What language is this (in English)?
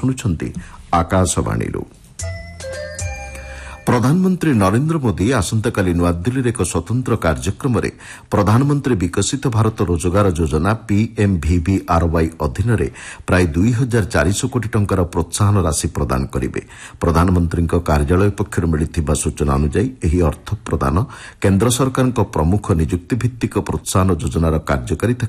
Odia